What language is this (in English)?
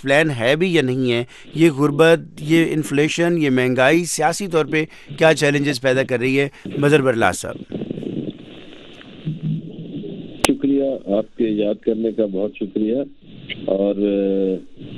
Urdu